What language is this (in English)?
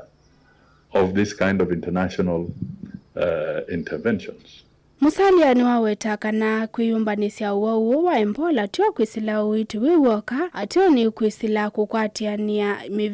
Kamba